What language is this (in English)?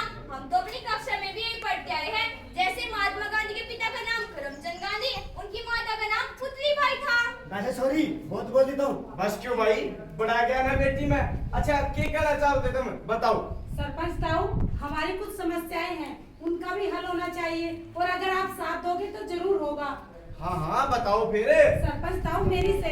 Haryanvi